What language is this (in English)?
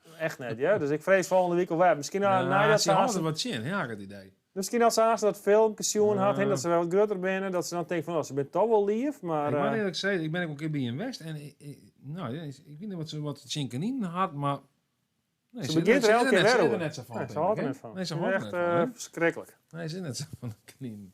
Western Frisian